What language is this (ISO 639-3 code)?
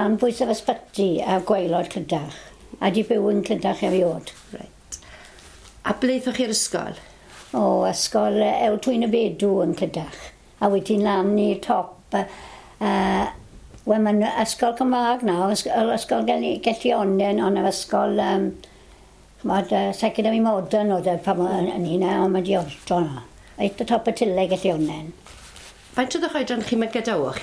cym